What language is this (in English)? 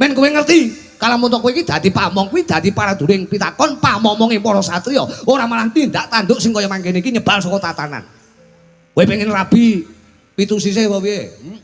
Javanese